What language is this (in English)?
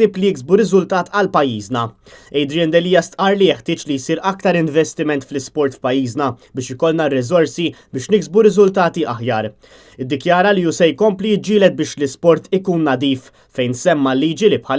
Maltese